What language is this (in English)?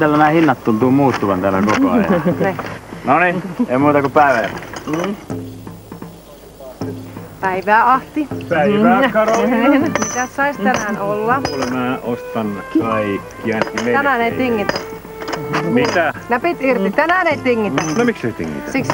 Finnish